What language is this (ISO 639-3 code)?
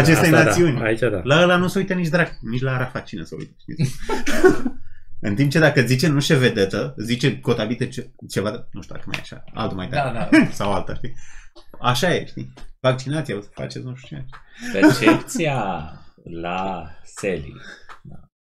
ron